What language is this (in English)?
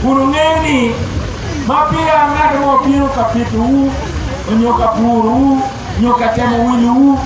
Acoli